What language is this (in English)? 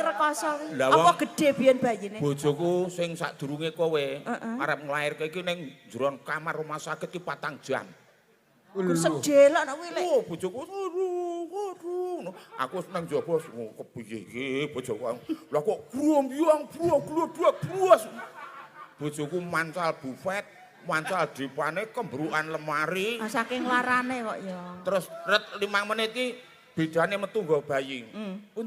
Javanese